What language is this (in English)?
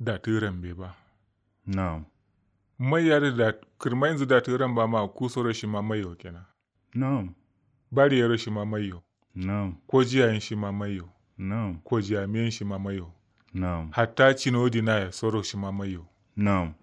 Kanuri